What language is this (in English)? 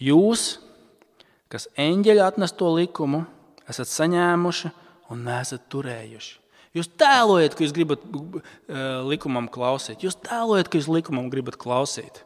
Latvian